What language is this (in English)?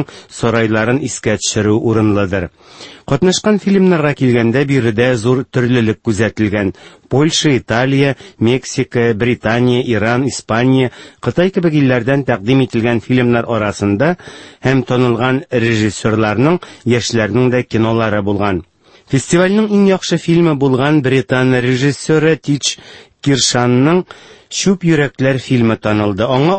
Tatar